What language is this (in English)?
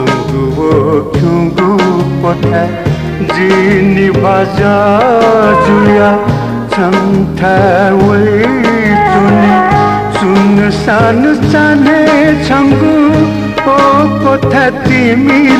Newari